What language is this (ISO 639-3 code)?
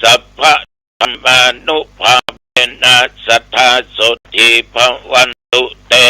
pli